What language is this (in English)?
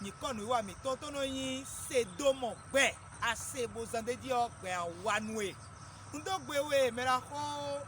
Fon